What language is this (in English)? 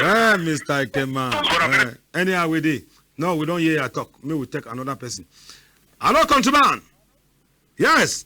Cameroon Pidgin